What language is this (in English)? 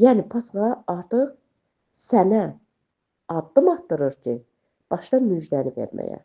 Azerbaijani